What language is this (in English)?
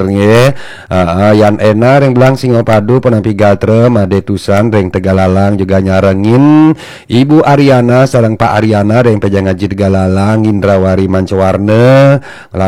Balinese